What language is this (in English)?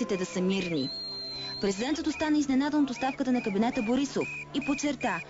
Bulgarian